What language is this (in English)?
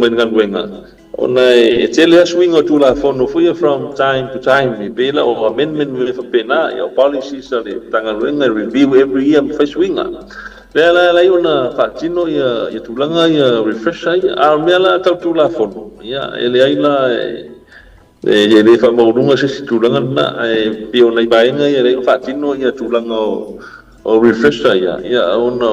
Samoan